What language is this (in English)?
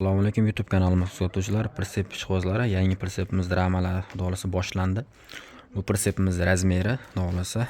Uzbek